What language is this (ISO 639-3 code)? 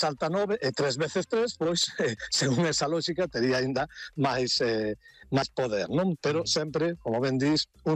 glg